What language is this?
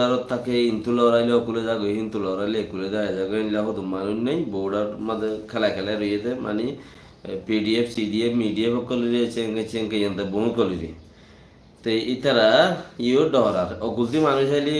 Rohingya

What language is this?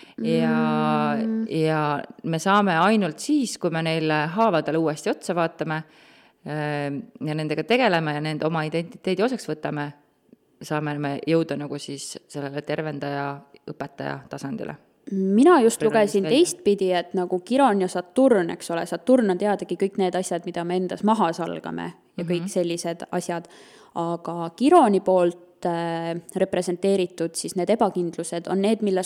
Estonian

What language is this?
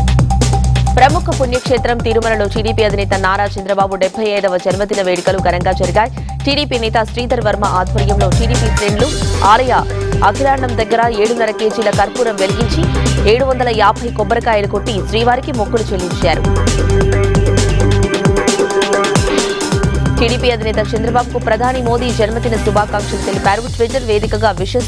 Telugu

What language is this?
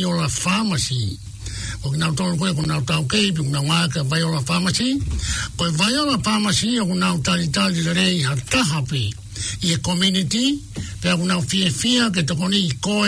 Tongan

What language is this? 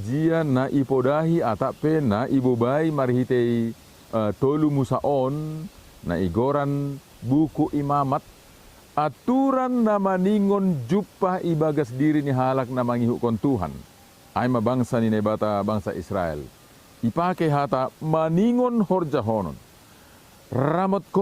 Batak Simalungun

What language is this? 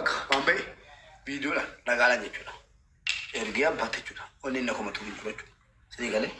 Oromo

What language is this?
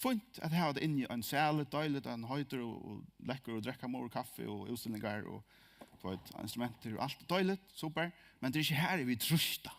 Faroese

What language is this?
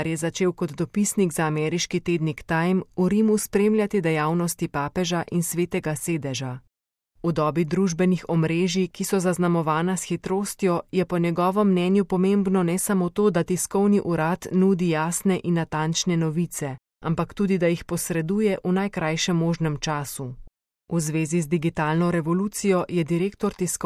Slovenian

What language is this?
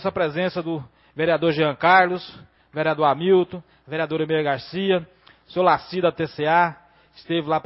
Portuguese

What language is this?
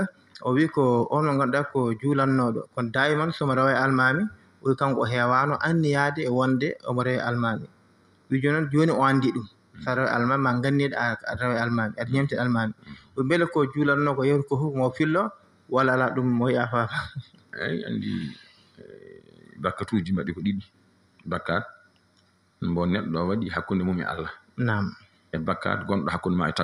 Fula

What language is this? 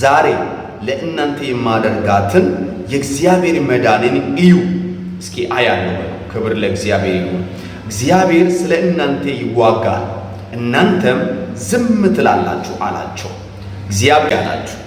Amharic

